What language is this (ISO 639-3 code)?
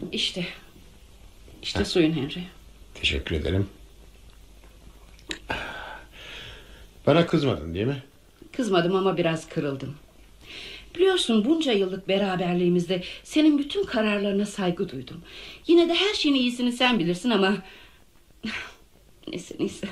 tur